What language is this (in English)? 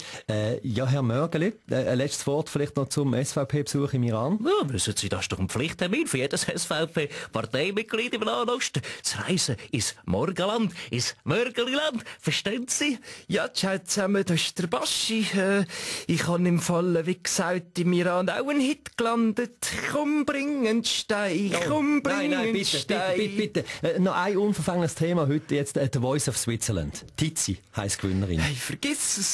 Swiss German